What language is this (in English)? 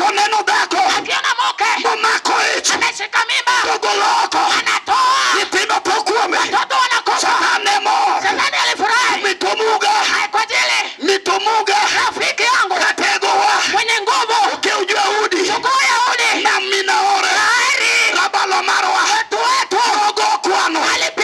Luo (Kenya and Tanzania)